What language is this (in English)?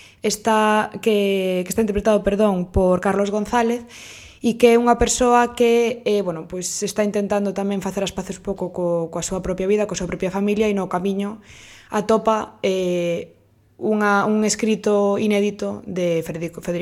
Galician